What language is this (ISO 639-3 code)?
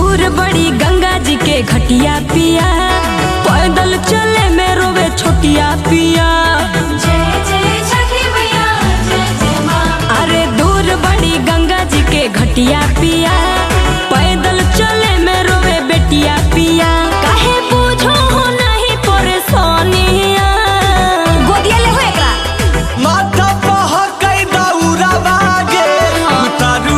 mag